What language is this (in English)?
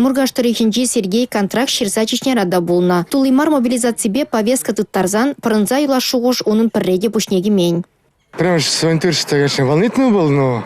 Chuvash